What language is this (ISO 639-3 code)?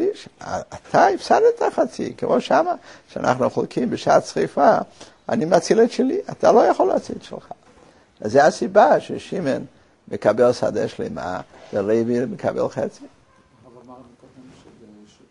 heb